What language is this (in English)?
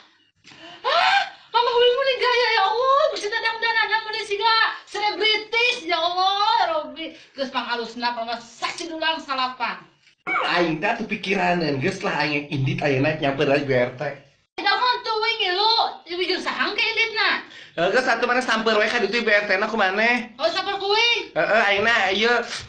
Sundanese